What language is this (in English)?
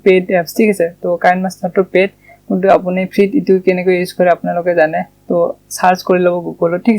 Assamese